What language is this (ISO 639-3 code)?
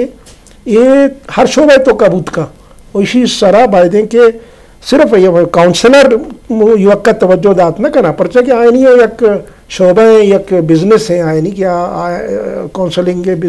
bal